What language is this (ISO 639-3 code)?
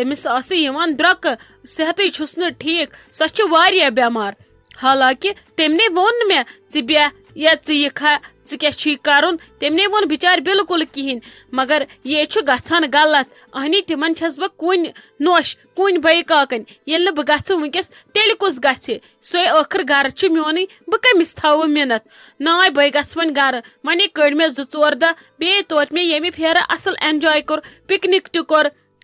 kas